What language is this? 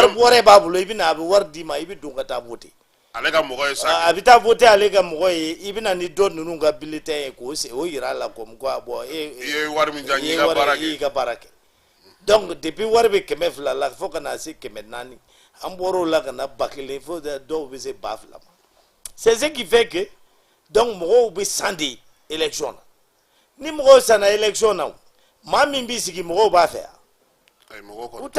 Bambara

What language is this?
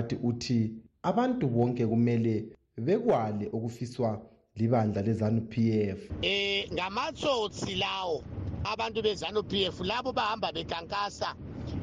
North Ndebele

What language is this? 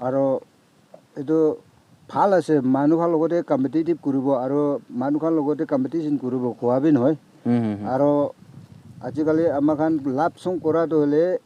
Naga Pidgin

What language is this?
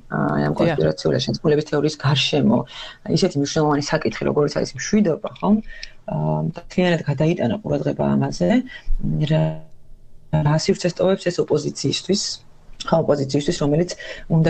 Georgian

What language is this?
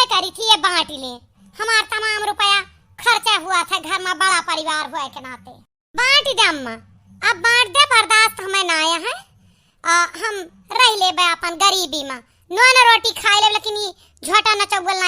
Awadhi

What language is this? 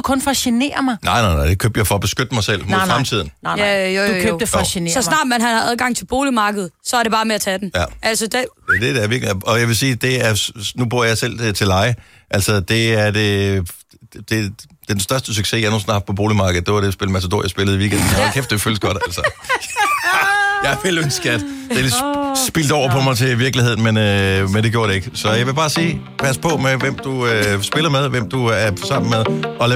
Danish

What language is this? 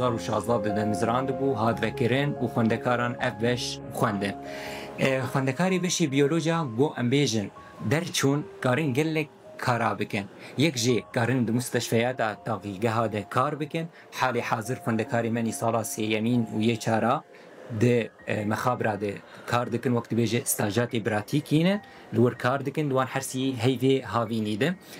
Kurdish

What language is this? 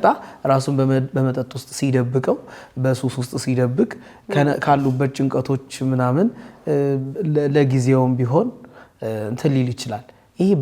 Amharic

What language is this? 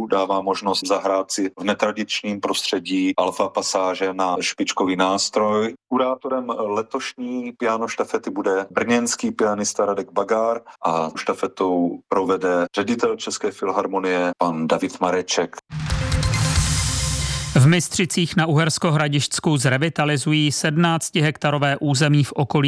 Czech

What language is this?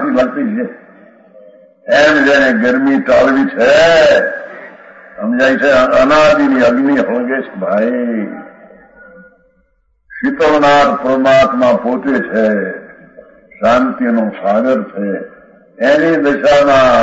Gujarati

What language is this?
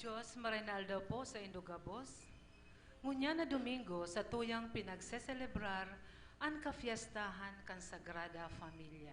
Bikol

